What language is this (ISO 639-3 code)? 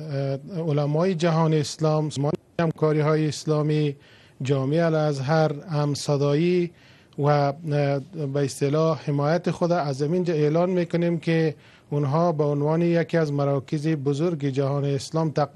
fas